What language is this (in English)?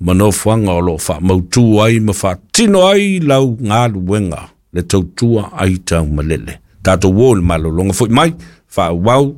Samoan